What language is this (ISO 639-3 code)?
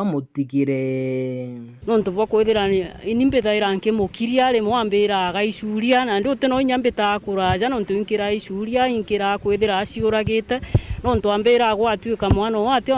mer